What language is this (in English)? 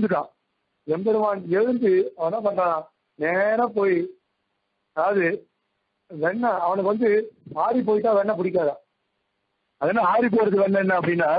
Tamil